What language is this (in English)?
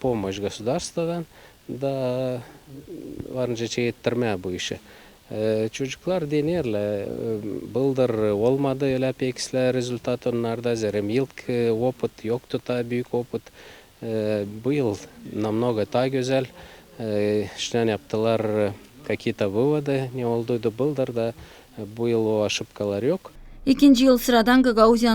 Gagauz